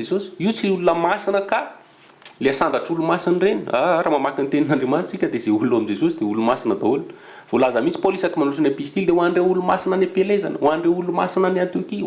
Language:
Malagasy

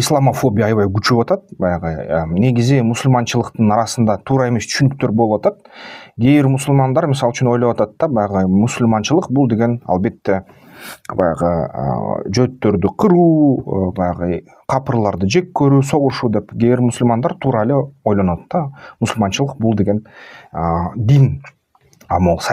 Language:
Kyrgyz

